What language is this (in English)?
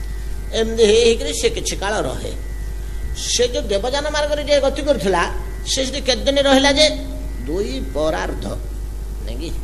Odia